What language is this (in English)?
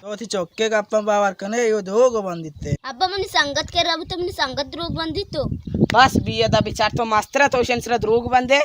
Baluchi